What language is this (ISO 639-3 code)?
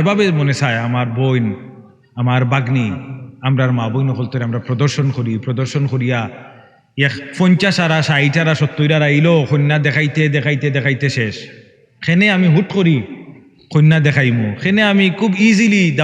syl